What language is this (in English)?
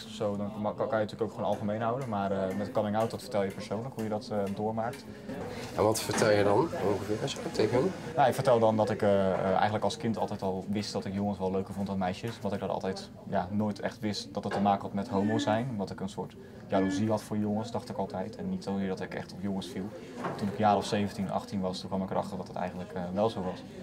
Dutch